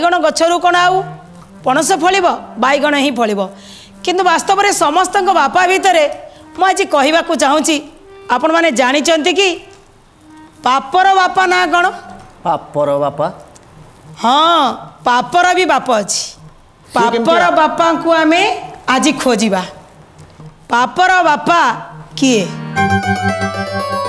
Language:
Odia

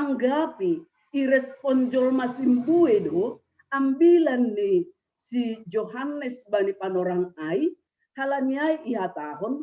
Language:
Batak Simalungun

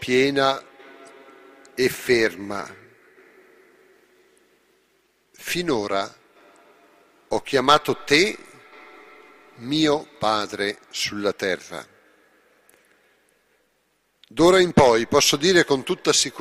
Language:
Italian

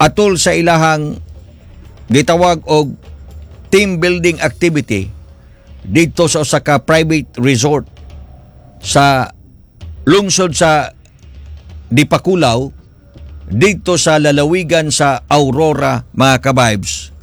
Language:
Cebuano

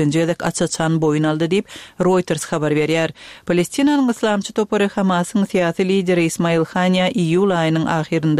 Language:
Turkmen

